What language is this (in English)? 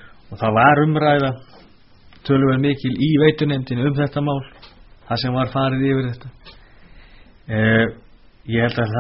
Icelandic